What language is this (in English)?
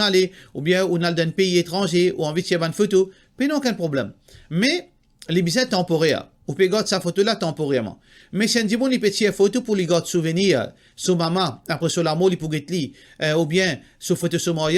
Morisyen